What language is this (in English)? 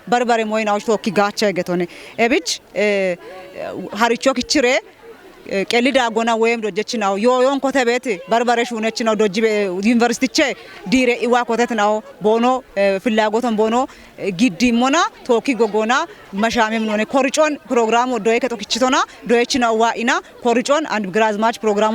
Kafa